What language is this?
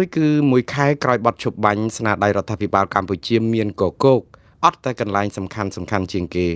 Khmer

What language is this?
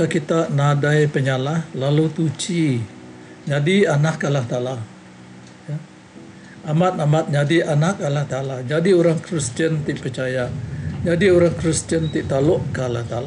Iban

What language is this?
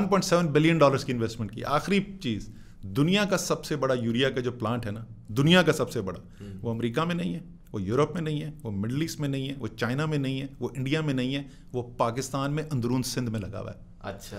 Urdu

